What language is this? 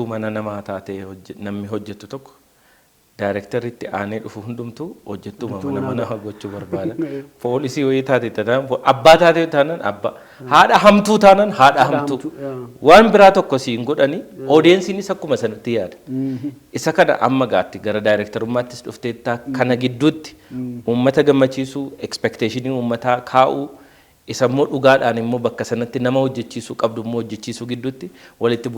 Oromo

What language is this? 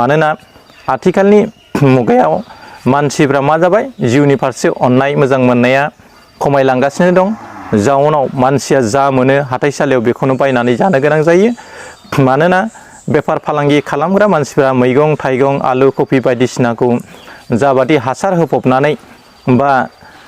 Bodo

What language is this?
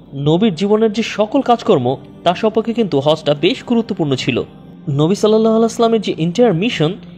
Bangla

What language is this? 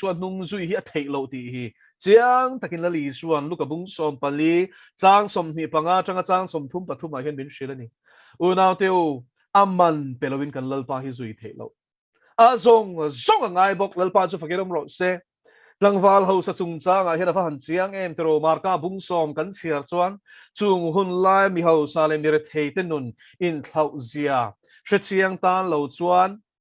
Mizo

